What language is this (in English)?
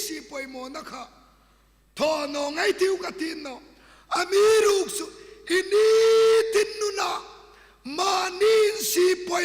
Hmar